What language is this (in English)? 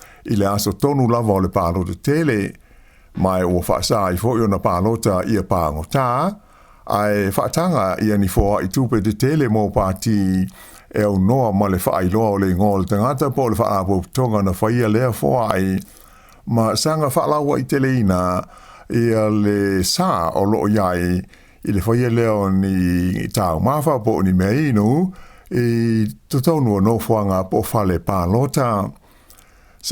Samoan